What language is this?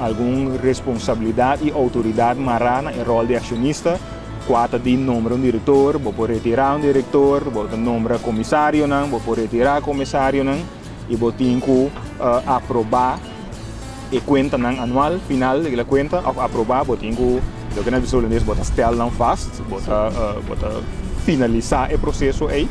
Papiamento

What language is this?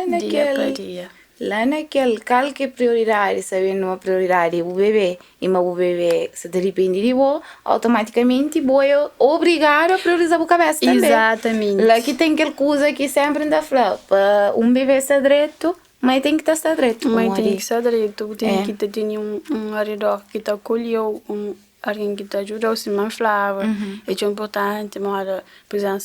Kabuverdianu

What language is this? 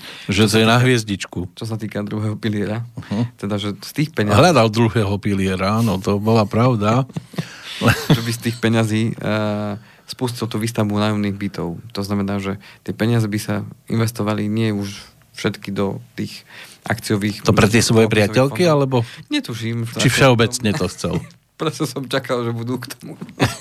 Slovak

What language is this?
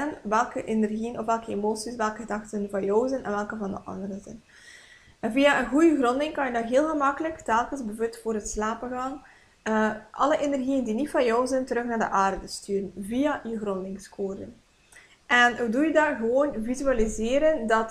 Dutch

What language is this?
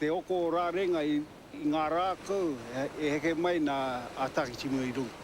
Māori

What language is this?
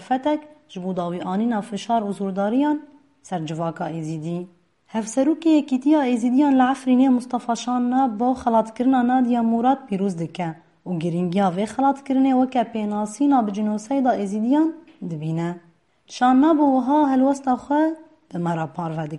Kurdish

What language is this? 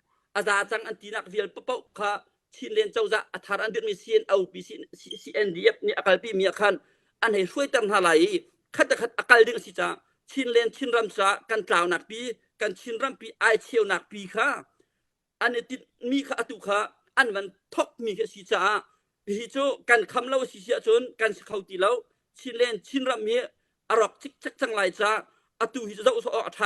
Hakha Chin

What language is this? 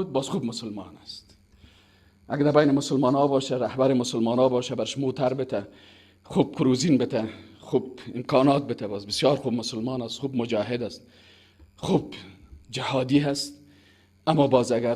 Persian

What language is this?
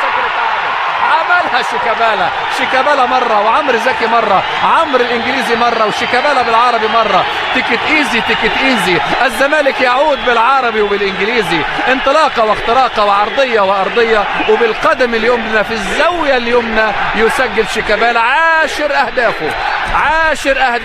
Egyptian Arabic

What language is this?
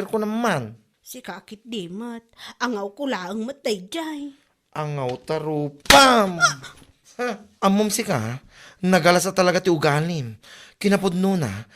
Iloko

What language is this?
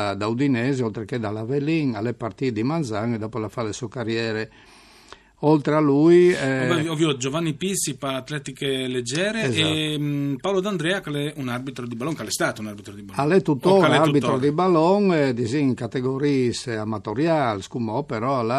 Friulian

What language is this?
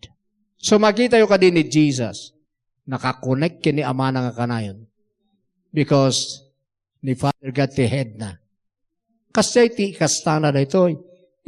Iloko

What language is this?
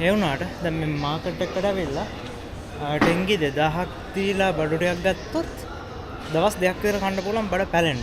Sinhala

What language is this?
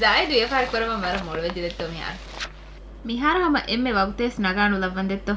Divehi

